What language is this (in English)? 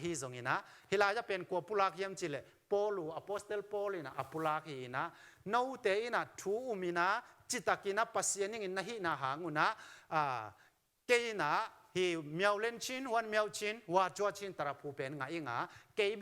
Tedim Chin